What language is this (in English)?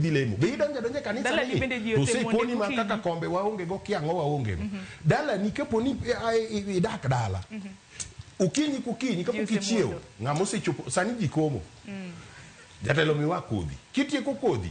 Luo (Kenya and Tanzania)